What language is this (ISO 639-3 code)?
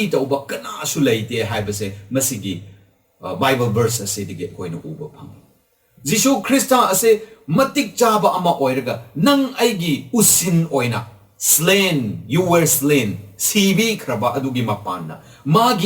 mni